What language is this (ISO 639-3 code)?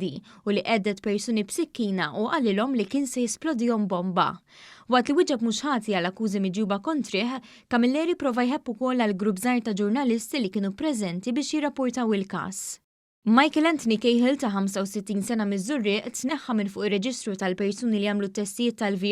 mlt